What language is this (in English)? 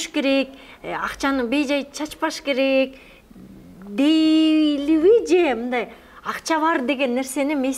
Kyrgyz